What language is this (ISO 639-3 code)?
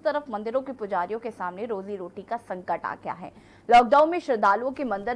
hin